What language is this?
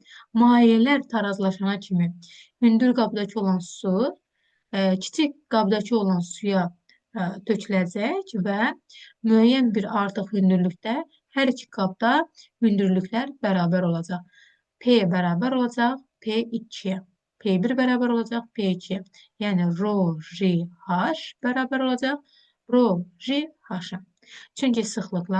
Azerbaijani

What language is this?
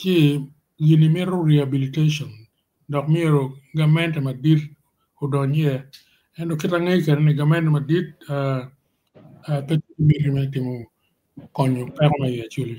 Acoli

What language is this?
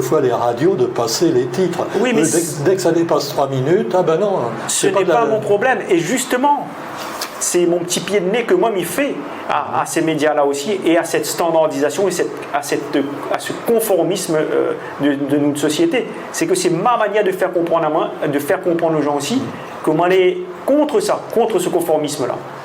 Réunion Creole French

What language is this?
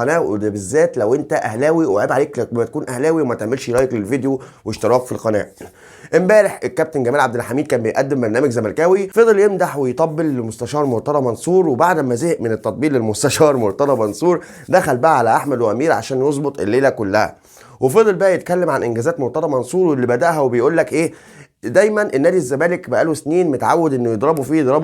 Egyptian Arabic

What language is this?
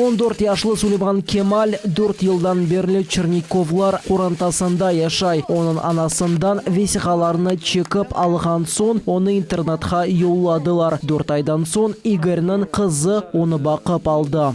Crimean Tatar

